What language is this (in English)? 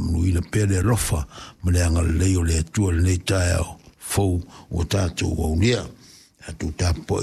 Samoan